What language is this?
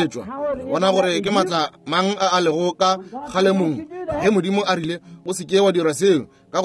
Northern Sotho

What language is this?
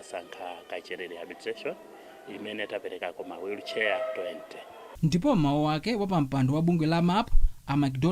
Nyanja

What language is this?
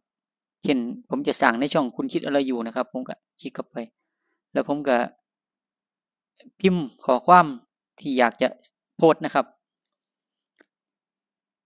Thai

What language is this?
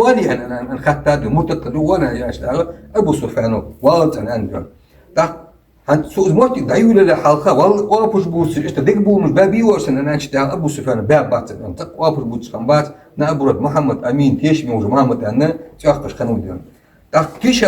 Ingush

